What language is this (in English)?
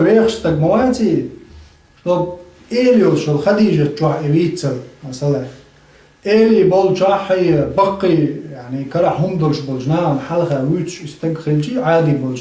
Chechen